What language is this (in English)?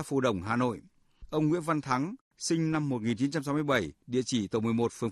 Vietnamese